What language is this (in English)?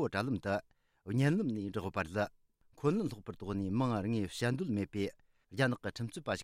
Tibetan